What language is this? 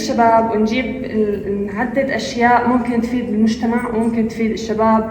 North Levantine Arabic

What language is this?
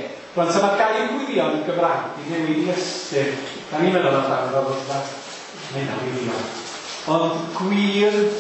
Welsh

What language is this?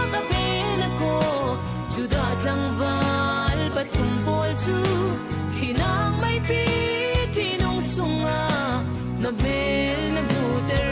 Falam Chin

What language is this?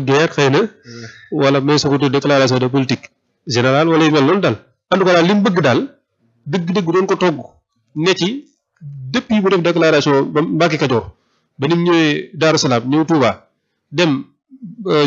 Wolof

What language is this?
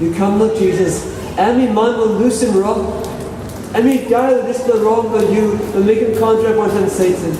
Tok Pisin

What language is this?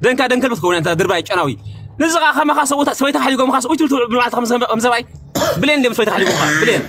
Tigrinya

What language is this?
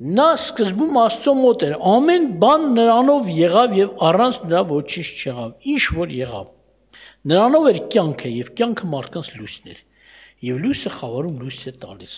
Armenian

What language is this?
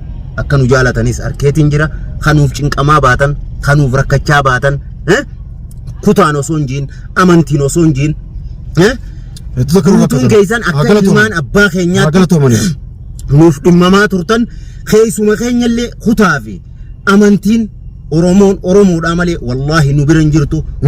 Oromo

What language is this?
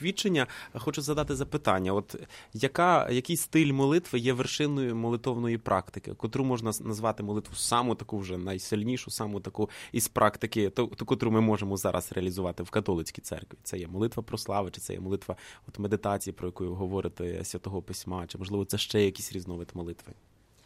Ukrainian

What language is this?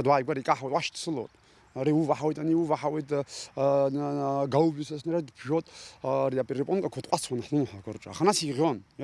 Abkhazian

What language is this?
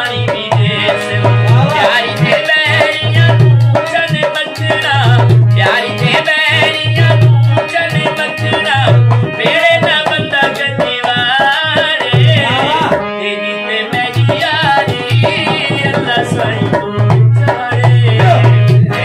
Saraiki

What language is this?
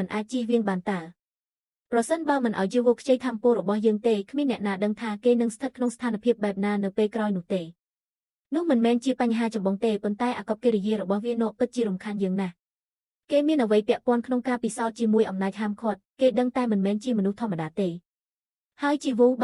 Khmer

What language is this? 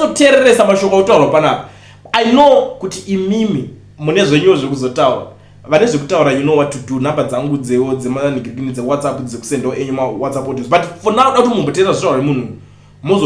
Shona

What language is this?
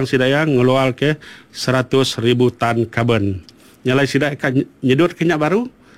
Iban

